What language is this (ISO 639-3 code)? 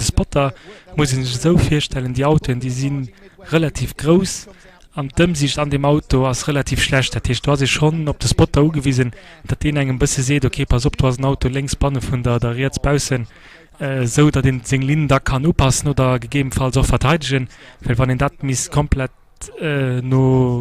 ltz